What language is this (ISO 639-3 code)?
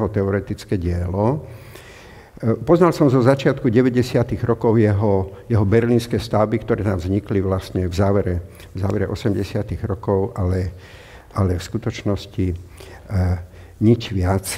slk